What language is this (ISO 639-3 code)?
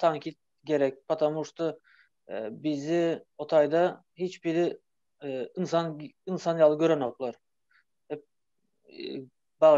tuk